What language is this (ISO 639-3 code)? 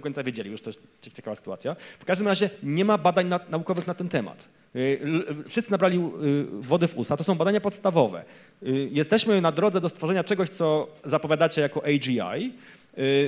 pol